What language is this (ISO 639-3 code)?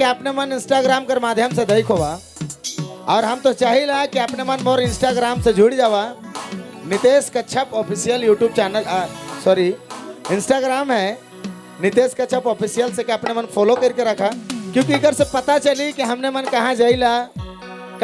sck